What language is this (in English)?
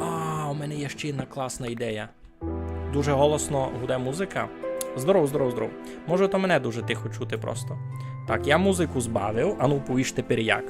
Rusyn